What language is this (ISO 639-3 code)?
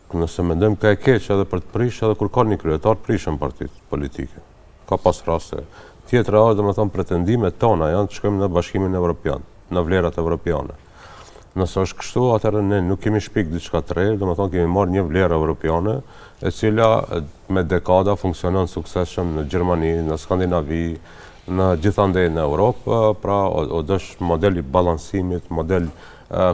sqi